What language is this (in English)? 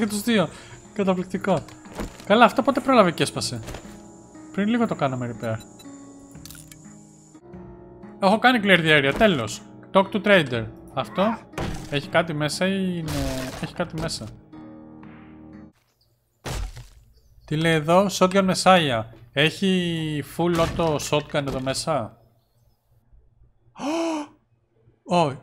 Greek